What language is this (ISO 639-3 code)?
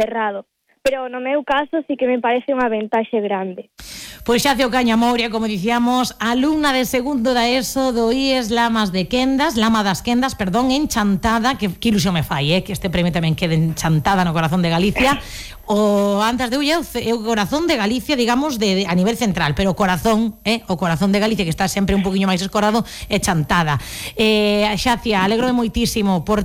glg